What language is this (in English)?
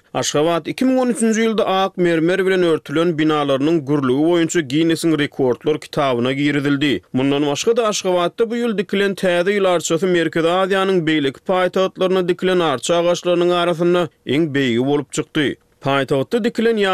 Turkmen